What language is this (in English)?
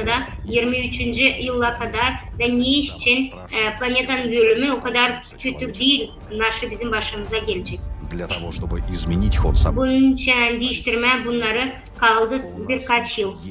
Gagauz